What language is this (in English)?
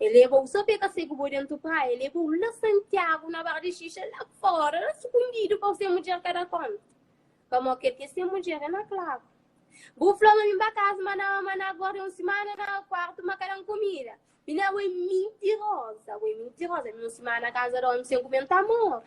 Kabuverdianu